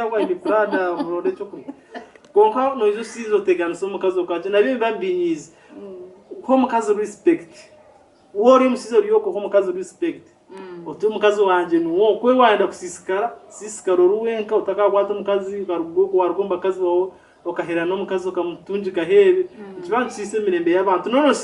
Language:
Nyankole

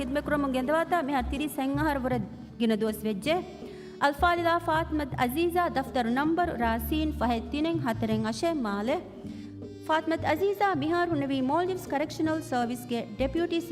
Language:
Divehi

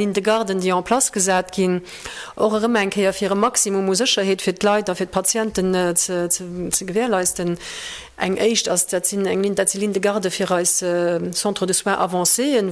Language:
Luxembourgish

